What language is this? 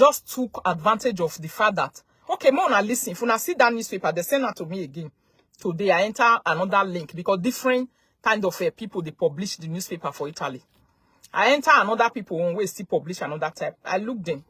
Nigerian Pidgin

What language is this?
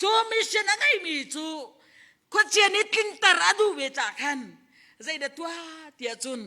Hakha Chin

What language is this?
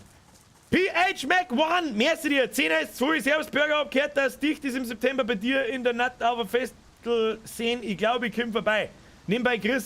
Bavarian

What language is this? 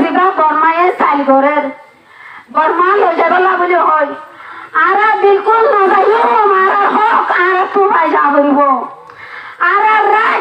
Rohingya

